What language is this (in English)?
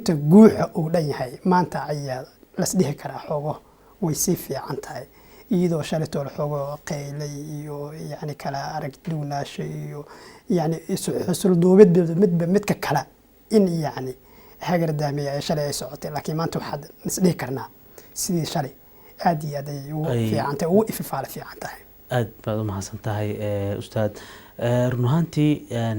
Somali